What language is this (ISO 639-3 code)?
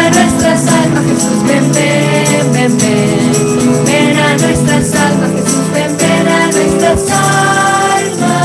spa